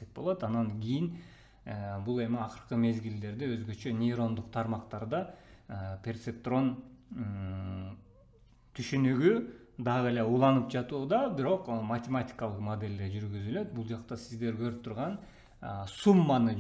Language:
Kyrgyz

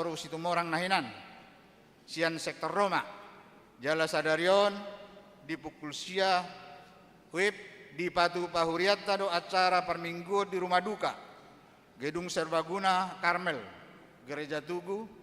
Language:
Batak Toba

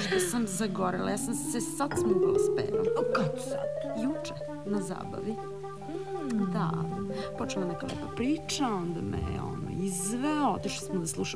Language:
Serbian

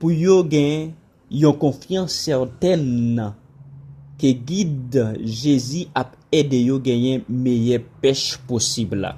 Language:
Haitian Creole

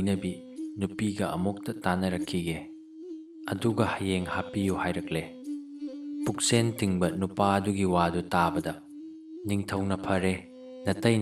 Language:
Manipuri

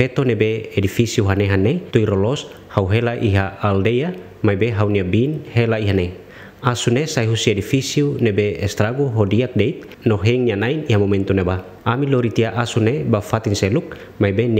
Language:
Tetum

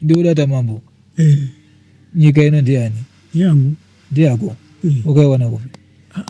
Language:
Shona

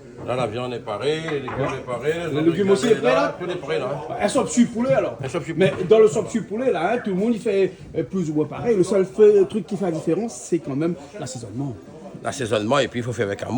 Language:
Réunion Creole French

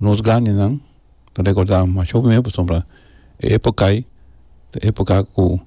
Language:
Papiamento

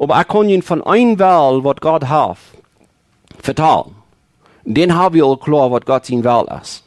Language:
Plautdietsch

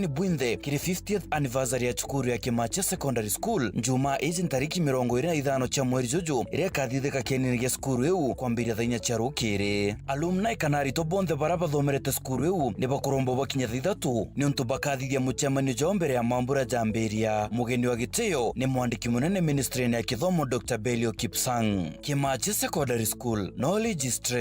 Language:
Meru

